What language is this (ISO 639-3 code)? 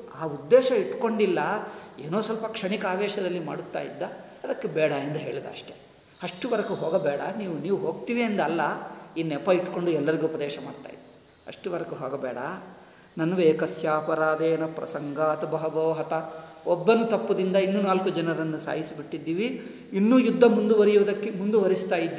kan